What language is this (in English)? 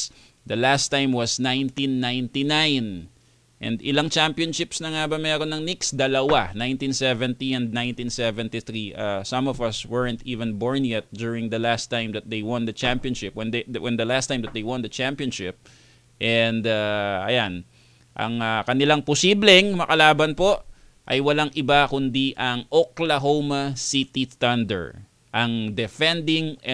Filipino